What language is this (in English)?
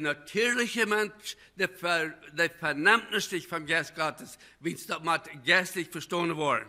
Plautdietsch